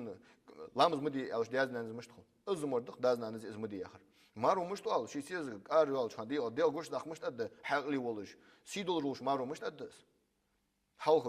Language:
Ingush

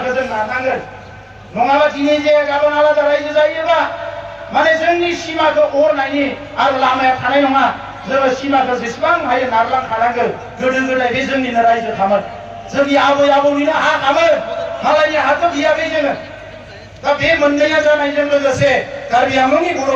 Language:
Bodo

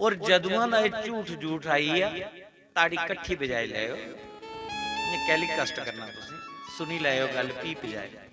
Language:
Dogri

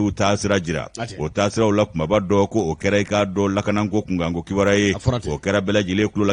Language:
Bambara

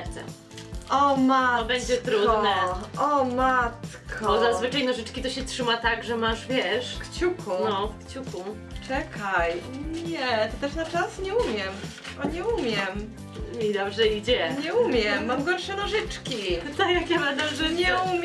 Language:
Polish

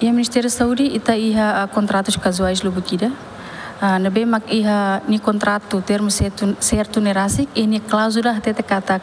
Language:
Tetum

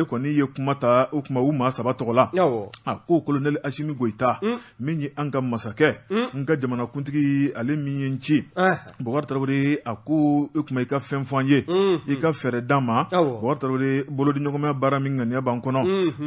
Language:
Bambara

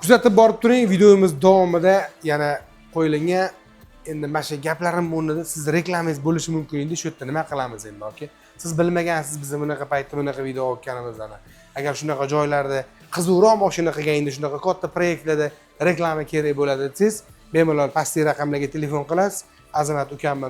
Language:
Uzbek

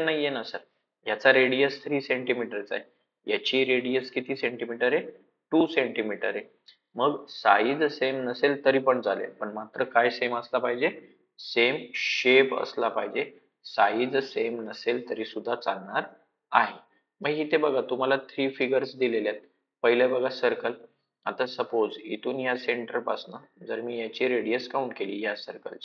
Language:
Marathi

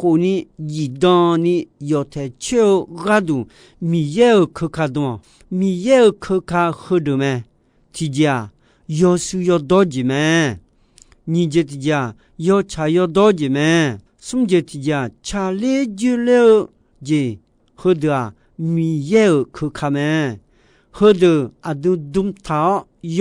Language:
Akha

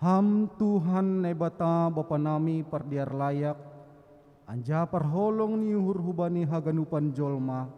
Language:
Batak Simalungun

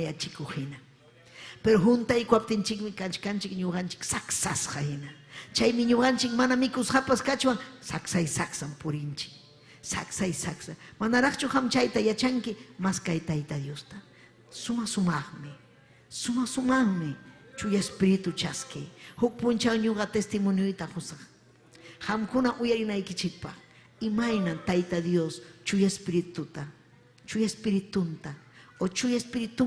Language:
Ayacucho Quechua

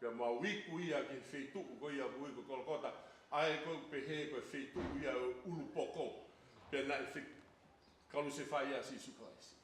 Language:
Tongan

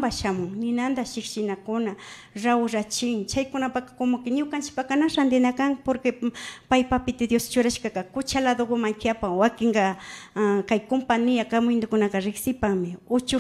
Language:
Imbabura Highland Quichua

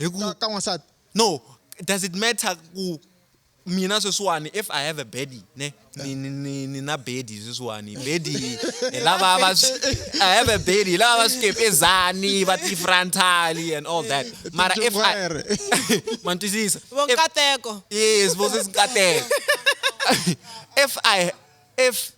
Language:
Tsonga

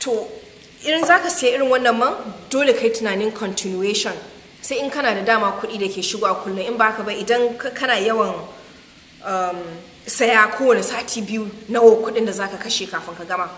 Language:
Hausa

